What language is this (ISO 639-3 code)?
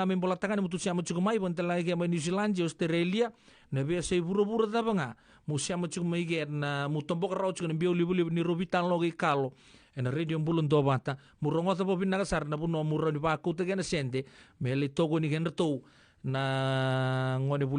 fij